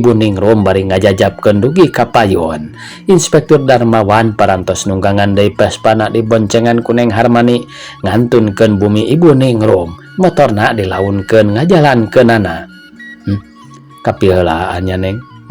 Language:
Sundanese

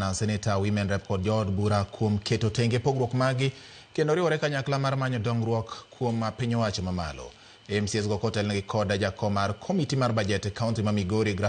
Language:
Luo (Kenya and Tanzania)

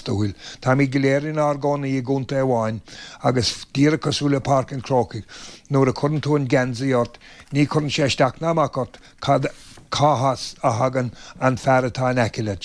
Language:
Irish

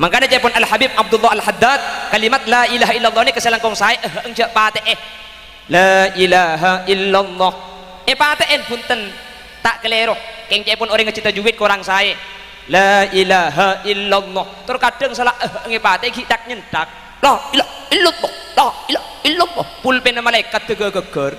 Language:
Madurese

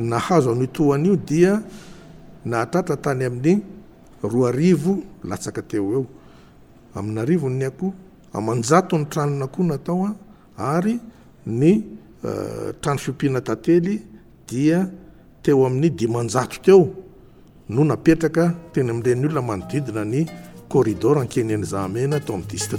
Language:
Malagasy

